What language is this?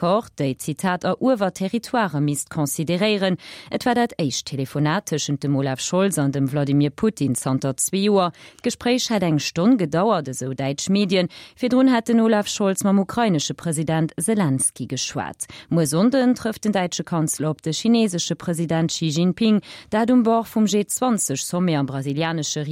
Luxembourgish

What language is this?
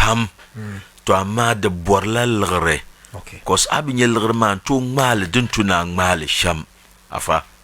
Dagbani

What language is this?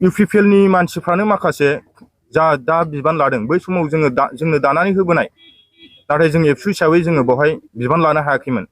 Bodo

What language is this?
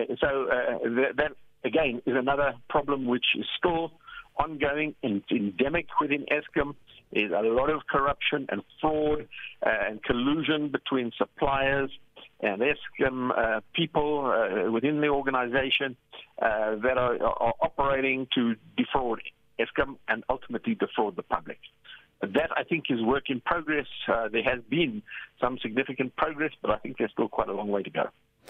English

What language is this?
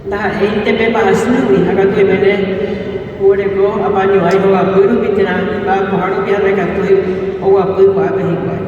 Guarani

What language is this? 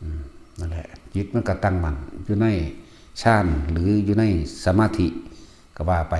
Lao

